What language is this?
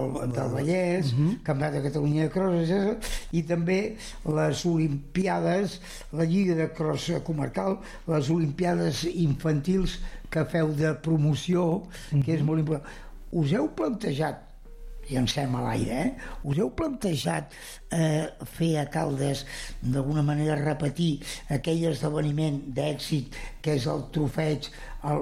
Catalan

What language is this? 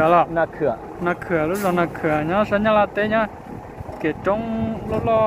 Hmong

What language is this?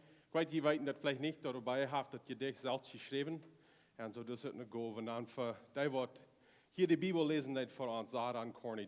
Plautdietsch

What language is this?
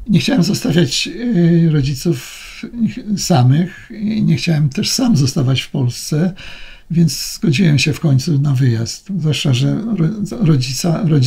Polish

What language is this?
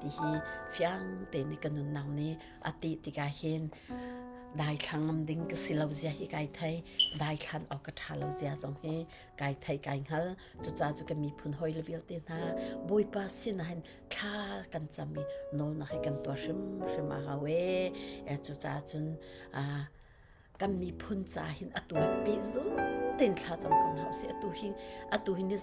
Hakha Chin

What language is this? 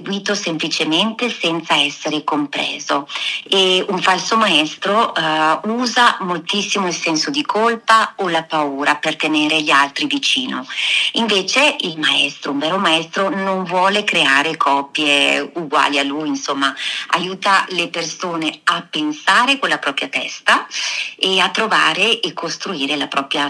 Italian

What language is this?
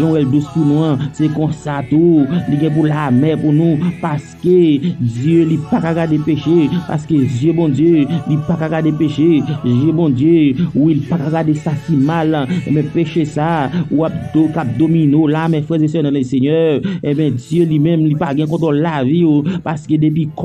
Haitian Creole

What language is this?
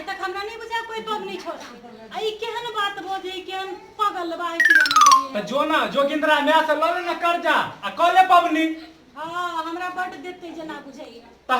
Maithili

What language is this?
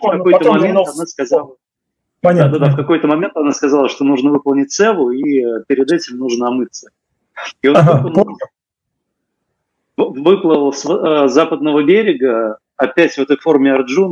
Russian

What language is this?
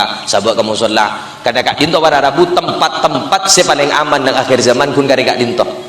Madurese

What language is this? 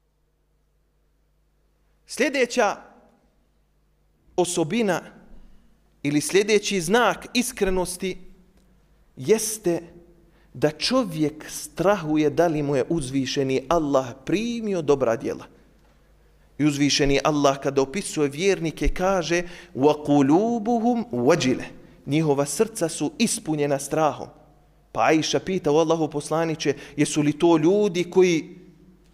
Bosnian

